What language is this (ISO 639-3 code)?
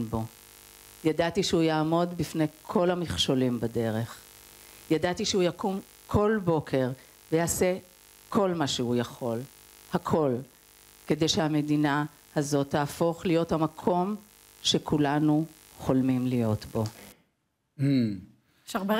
heb